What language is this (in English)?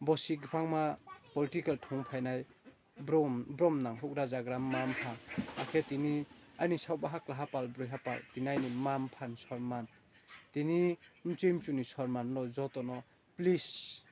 Riang (India)